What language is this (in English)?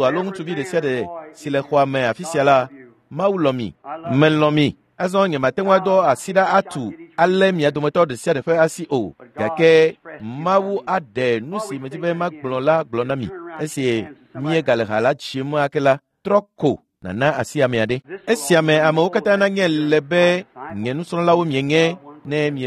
Ewe